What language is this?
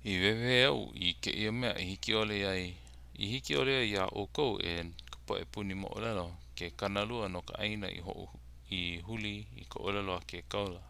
Hawaiian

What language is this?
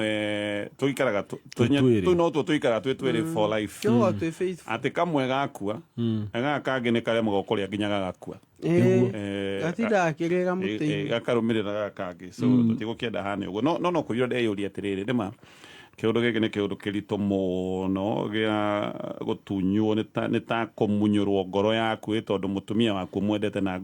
Kikuyu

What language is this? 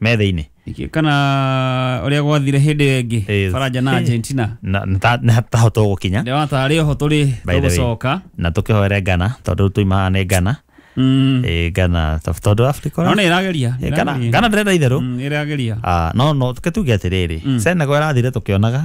Kikuyu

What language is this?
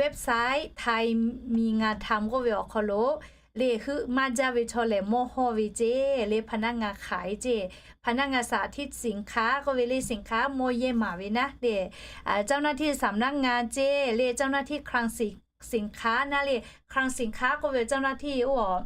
Lahu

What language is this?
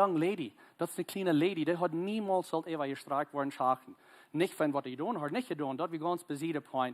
Plautdietsch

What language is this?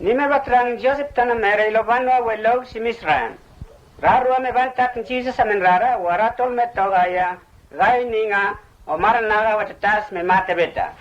Mota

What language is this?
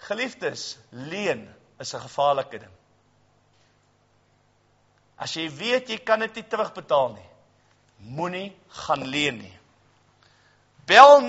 Afrikaans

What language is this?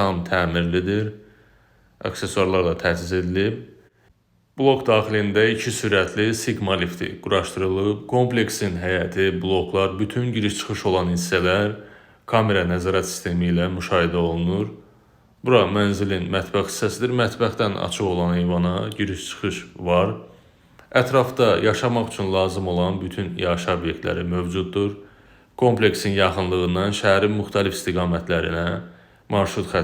Azerbaijani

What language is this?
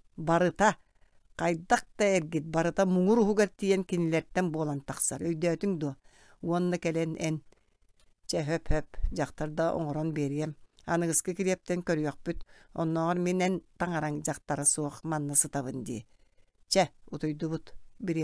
Yakut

